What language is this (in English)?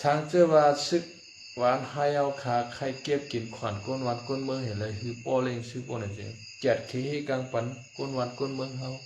Shan